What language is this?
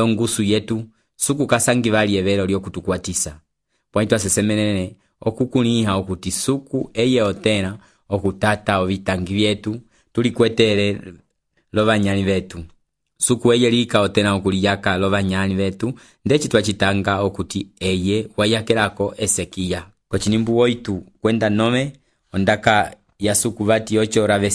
Umbundu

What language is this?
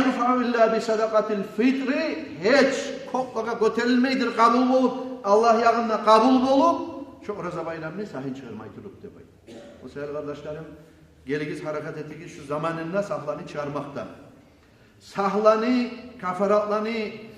Kumyk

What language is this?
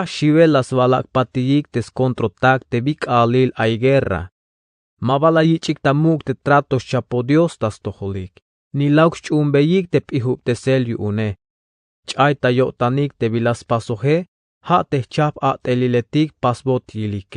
Tzeltal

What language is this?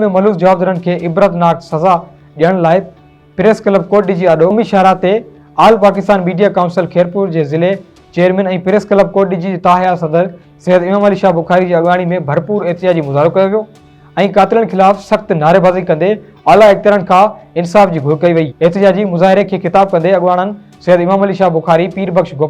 Sindhi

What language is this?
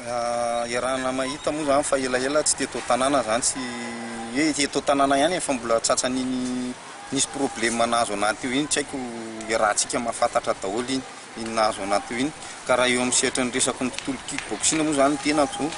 Malagasy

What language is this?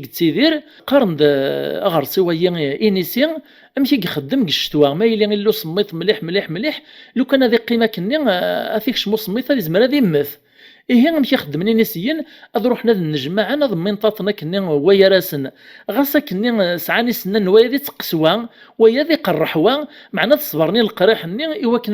Kabyle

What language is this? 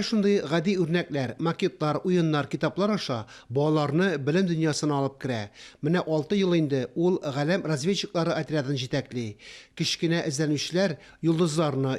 Tatar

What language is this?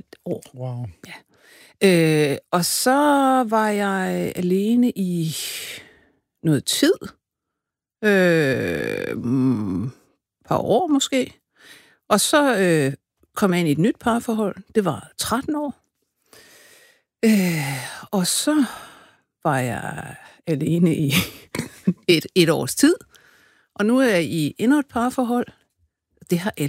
Danish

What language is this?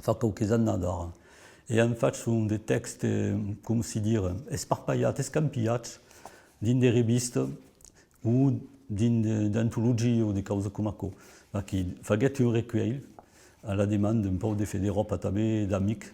Occitan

